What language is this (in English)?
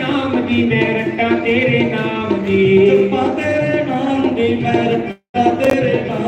Dogri